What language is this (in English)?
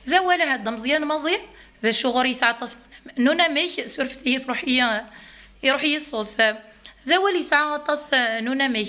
Kabyle